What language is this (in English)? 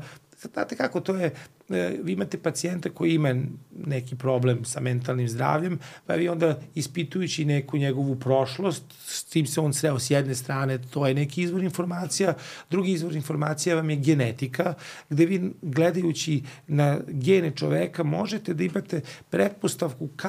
Serbian